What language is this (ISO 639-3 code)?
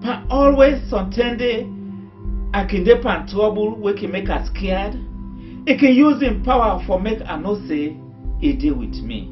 kri